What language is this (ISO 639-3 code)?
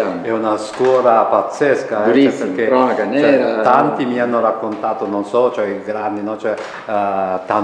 ita